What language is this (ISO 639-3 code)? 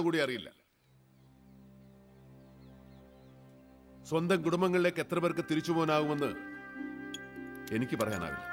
mal